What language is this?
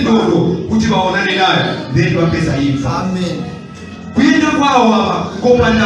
Nyanja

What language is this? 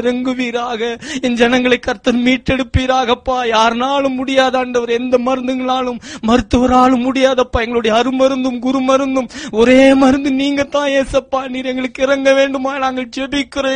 Tamil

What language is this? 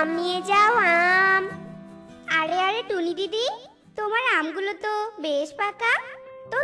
Bangla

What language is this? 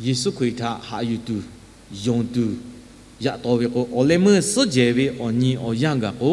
Lahu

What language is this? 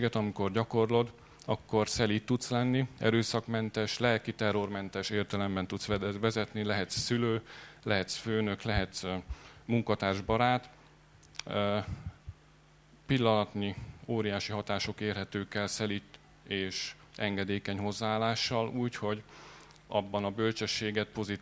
Hungarian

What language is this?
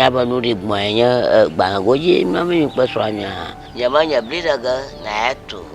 Ewe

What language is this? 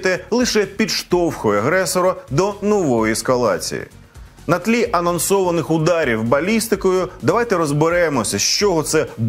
Ukrainian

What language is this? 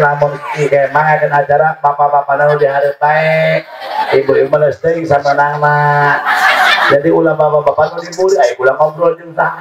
Sundanese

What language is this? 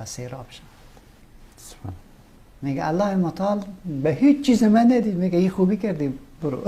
Persian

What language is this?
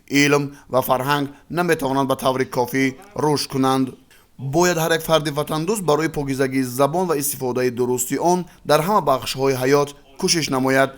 Tajik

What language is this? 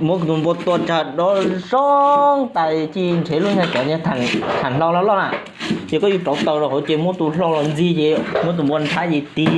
Hmong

